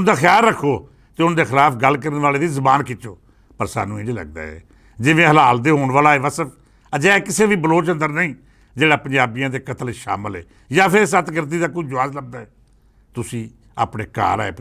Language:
Western Panjabi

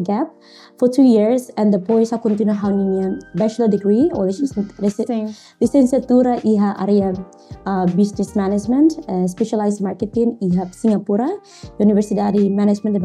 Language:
Tetum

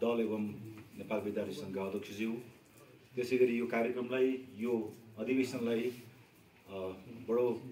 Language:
Nepali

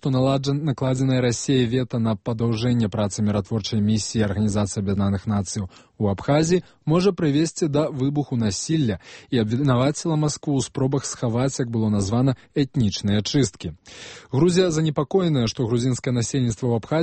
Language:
Belarusian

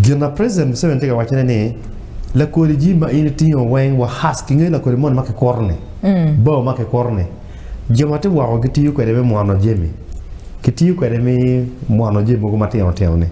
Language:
Acoli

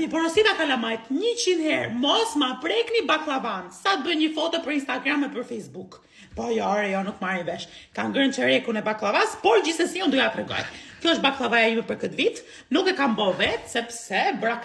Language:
Albanian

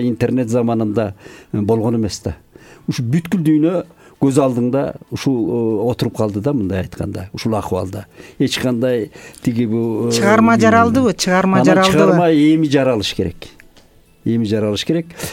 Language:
Kyrgyz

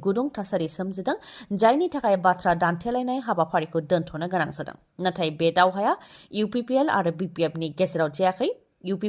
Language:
Bodo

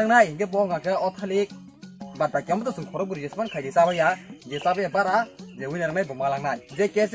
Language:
Kok Borok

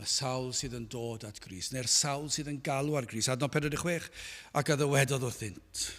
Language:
Welsh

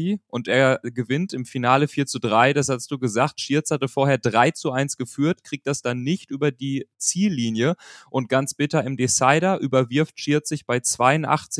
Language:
German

